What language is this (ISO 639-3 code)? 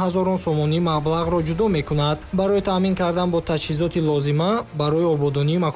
tgk